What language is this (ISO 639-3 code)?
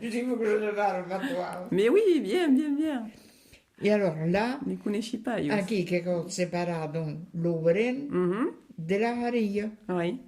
oci